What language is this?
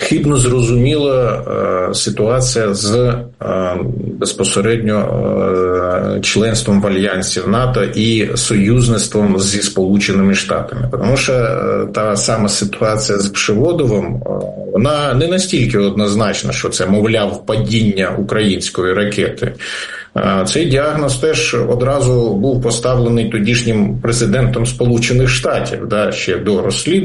Ukrainian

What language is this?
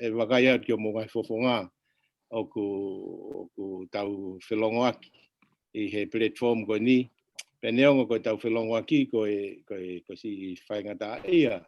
Tongan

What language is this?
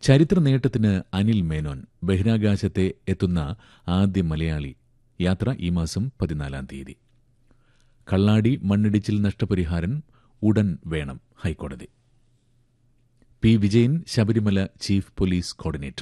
Malayalam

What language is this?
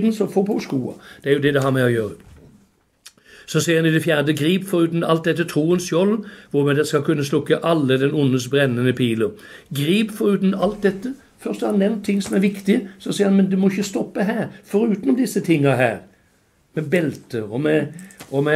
Norwegian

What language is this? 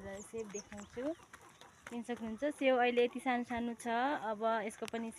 Nepali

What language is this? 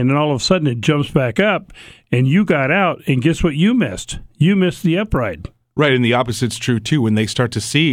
English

